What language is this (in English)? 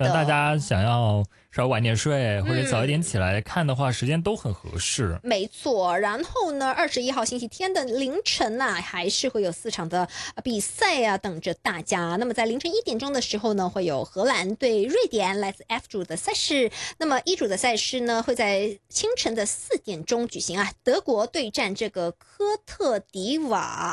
Chinese